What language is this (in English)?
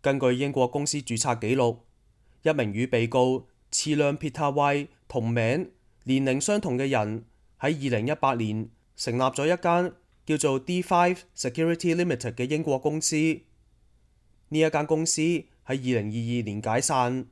Cantonese